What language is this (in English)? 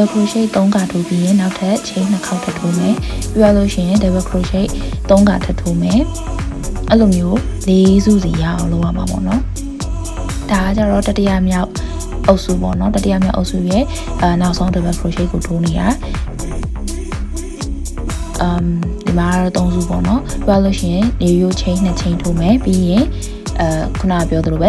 Burmese